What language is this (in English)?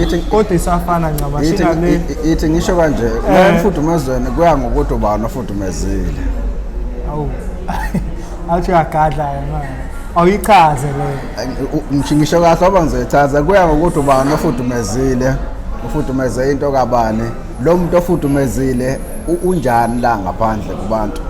Zulu